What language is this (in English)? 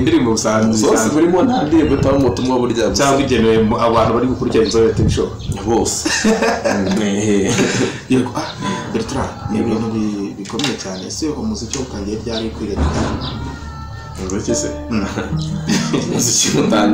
Kinyarwanda